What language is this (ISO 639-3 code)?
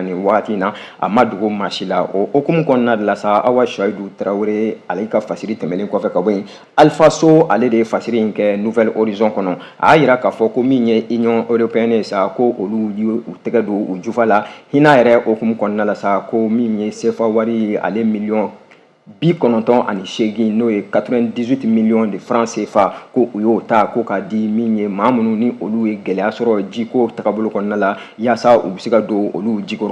bam